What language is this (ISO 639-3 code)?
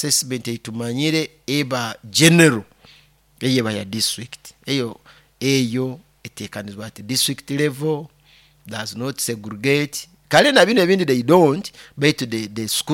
nyo